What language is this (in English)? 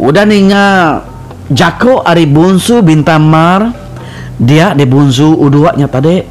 Iban